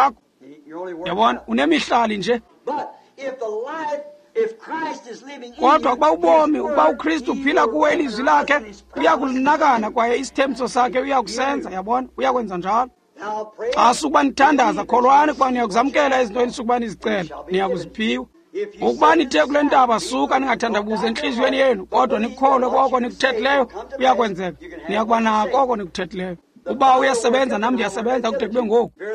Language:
Xhosa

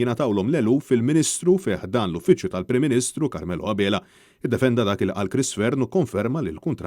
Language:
Maltese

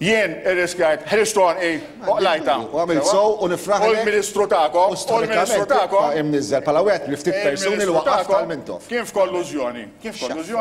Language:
Maltese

